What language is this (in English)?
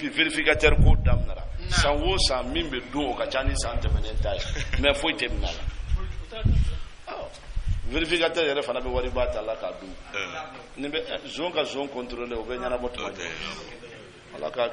Bambara